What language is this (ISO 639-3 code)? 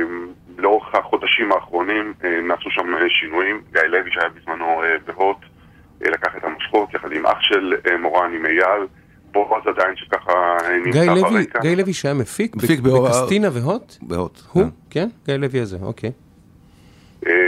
heb